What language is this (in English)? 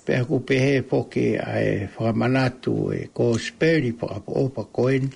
Tongan